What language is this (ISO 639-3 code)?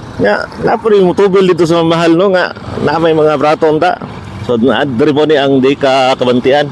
ceb